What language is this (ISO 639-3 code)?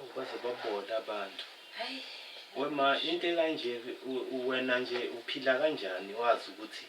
zul